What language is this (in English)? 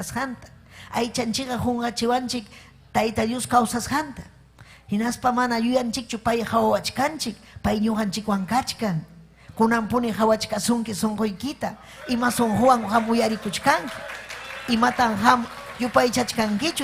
Ayacucho Quechua